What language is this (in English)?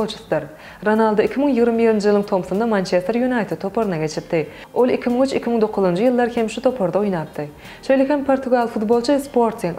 Turkmen